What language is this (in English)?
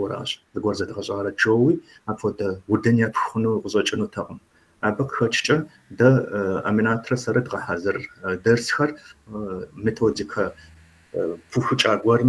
Kabardian